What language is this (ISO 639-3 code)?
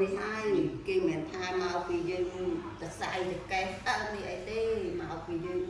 khm